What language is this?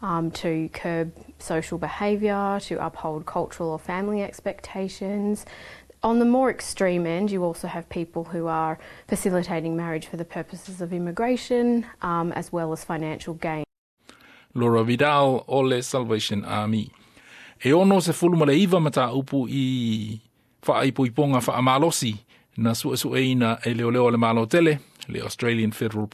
Samoan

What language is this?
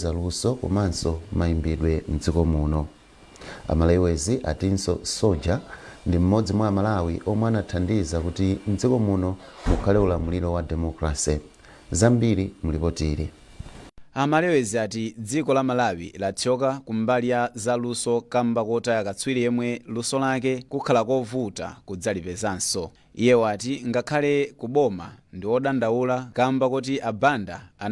Nyanja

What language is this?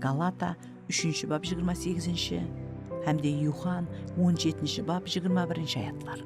Kara-Kalpak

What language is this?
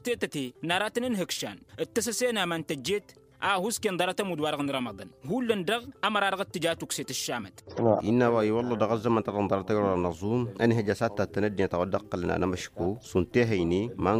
Tamasheq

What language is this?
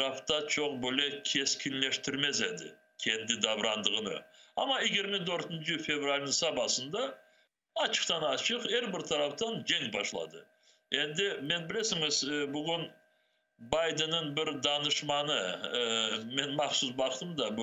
Crimean Tatar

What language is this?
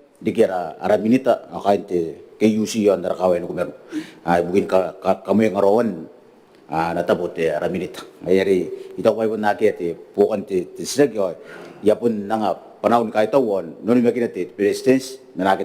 Gilbertese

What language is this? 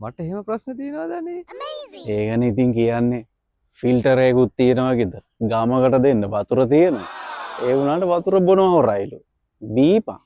Sinhala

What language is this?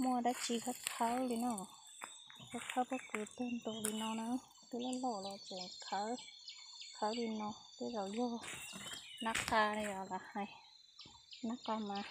Hmong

